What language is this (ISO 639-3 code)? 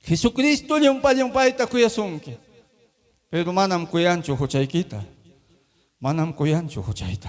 quy